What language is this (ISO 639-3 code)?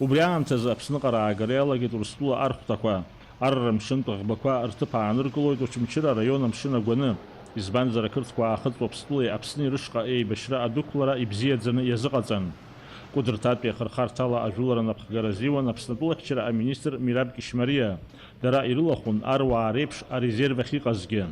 abk